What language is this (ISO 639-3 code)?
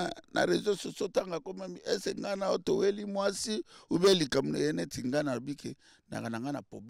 lin